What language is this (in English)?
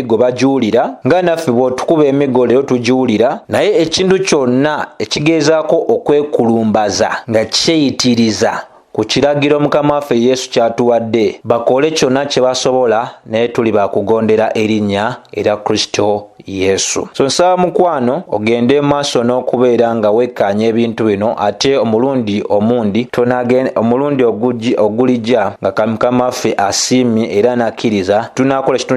Ganda